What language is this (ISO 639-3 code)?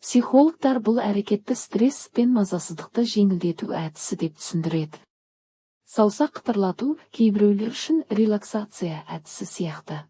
kaz